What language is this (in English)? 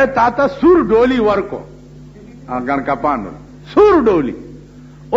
Pashto